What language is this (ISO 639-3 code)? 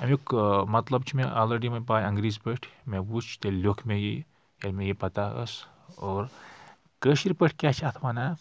kas